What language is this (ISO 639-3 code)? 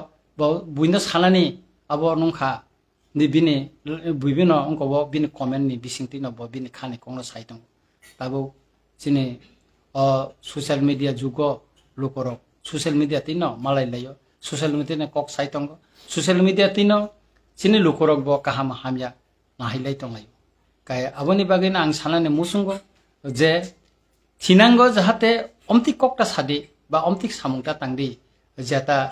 trp